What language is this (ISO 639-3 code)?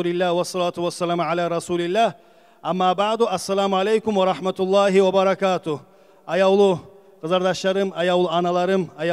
kum